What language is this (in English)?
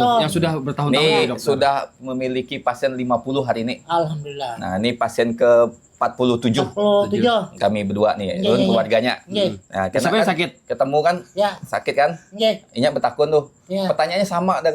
Banjar